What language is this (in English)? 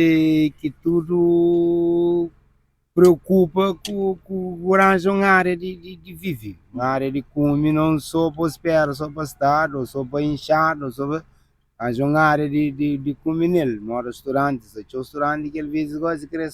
Kabuverdianu